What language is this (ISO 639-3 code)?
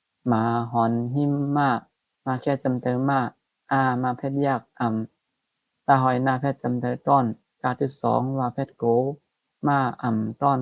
shn